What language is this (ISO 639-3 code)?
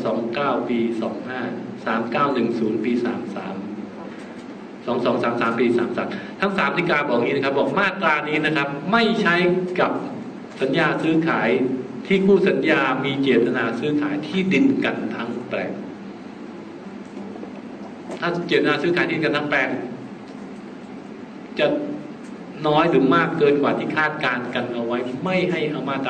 tha